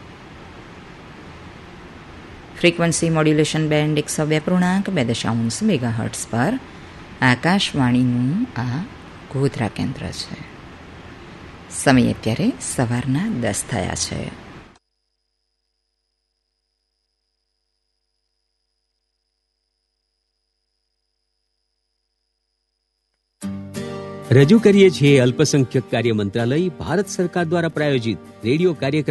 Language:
Gujarati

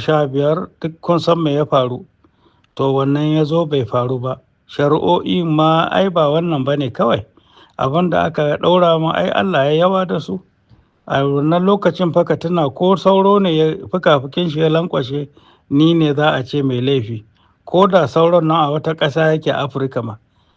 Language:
Hausa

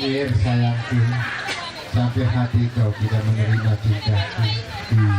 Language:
Sasak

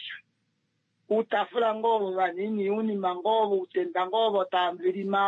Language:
Kuanyama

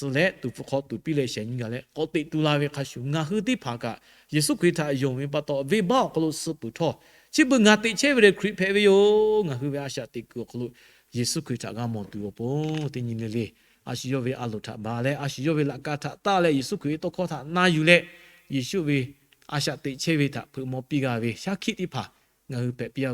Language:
Lahu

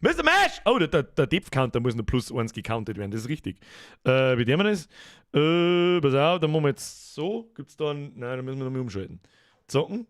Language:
Bavarian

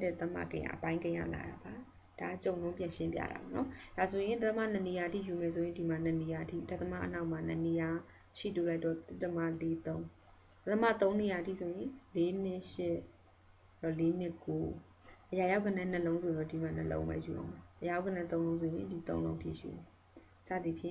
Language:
Burmese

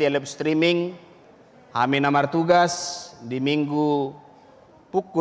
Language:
Batak Toba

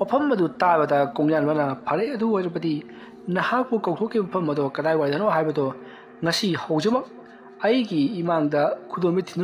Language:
Manipuri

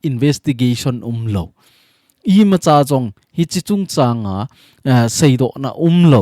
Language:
Thado Chin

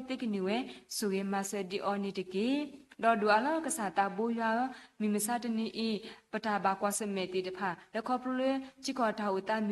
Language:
S'gaw Karen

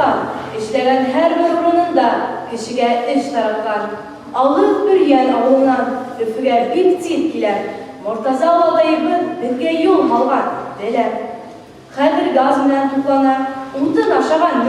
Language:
Bashkir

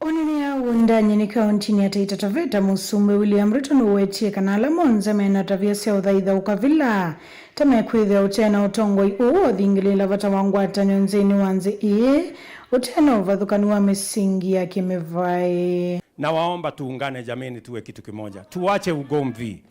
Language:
Kamba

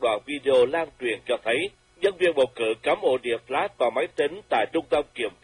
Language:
Vietnamese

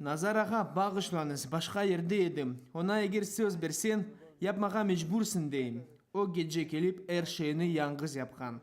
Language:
Crimean Tatar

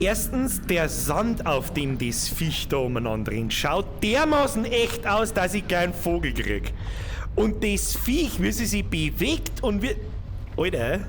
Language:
Bavarian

